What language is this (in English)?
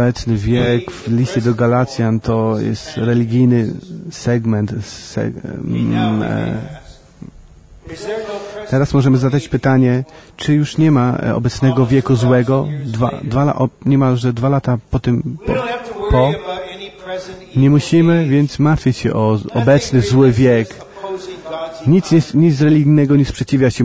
Polish